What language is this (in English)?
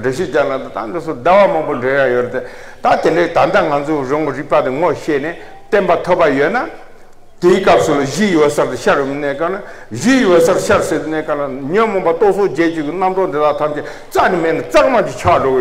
Tibetan